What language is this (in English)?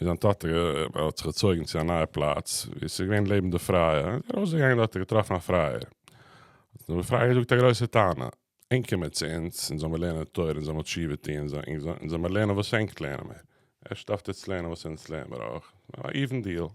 Yiddish